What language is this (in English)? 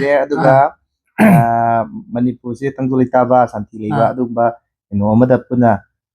Manipuri